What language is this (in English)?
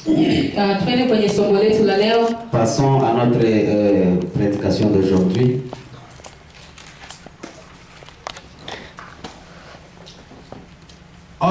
Swahili